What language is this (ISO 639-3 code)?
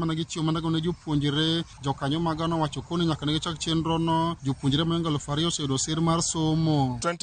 luo